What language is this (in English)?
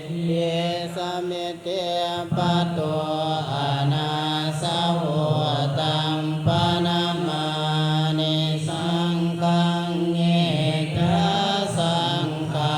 Pali